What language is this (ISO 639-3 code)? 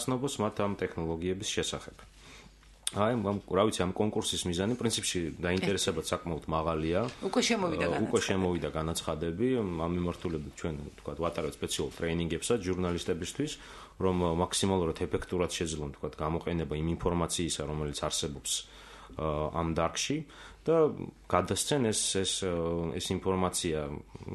kat